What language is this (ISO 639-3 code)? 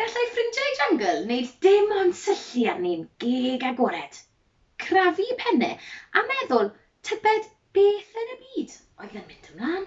cym